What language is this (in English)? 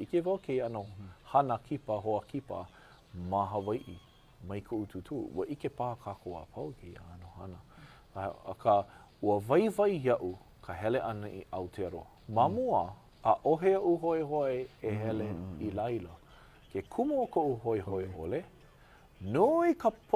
Hawaiian